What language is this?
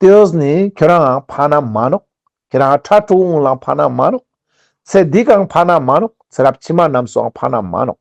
Ladakhi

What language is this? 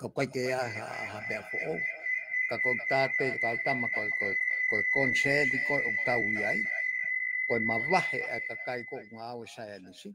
Tongan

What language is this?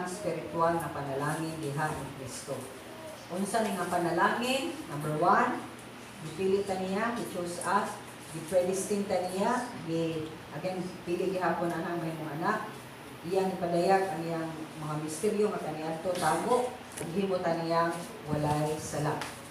Cebuano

